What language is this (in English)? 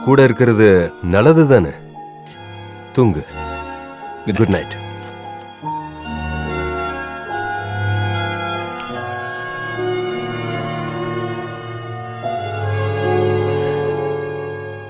Tamil